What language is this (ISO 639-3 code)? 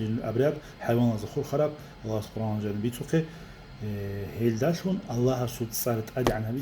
ava